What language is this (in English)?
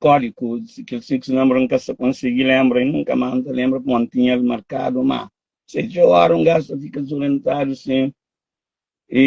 Kabuverdianu